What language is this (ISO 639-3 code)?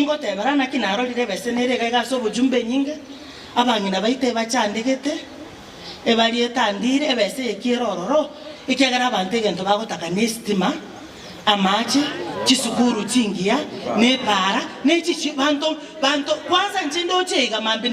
guz